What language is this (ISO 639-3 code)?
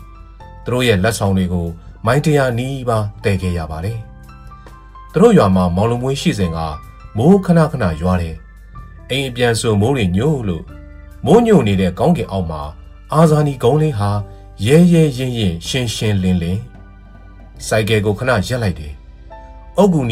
mya